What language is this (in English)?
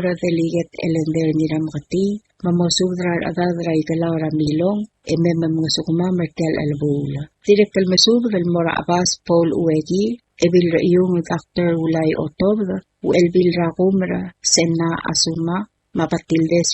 Palauan